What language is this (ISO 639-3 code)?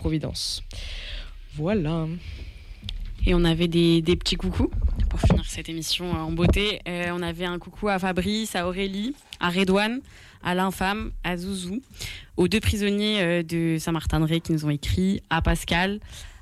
fra